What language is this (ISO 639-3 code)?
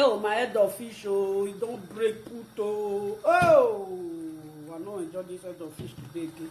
pcm